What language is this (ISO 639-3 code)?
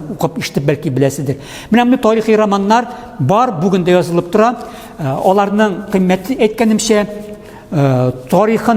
tat